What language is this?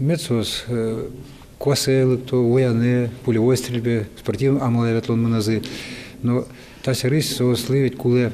Udmurt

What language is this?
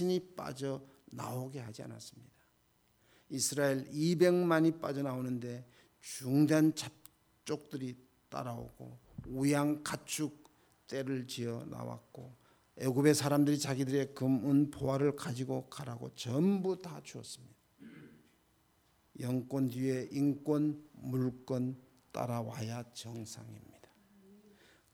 Korean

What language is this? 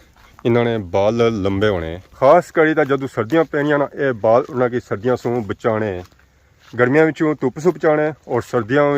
Pahari-Potwari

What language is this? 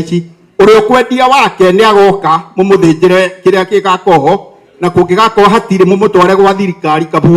Kikuyu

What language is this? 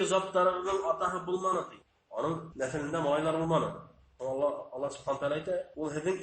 Bashkir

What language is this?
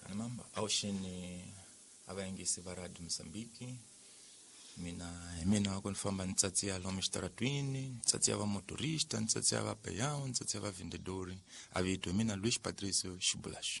Tsonga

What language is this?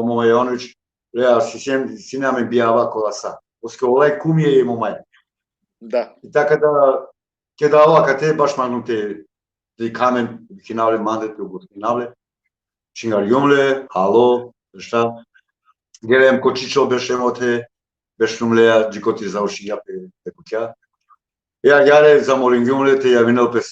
Balkan Romani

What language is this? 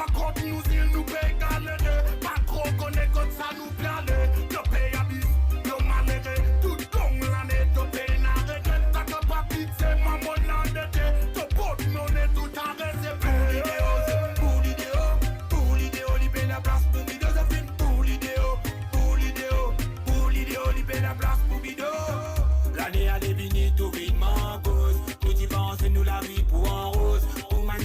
Morisyen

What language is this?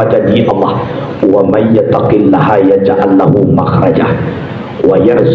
Minangkabau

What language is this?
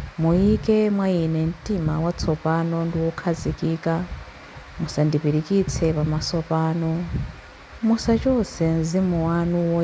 Nyanja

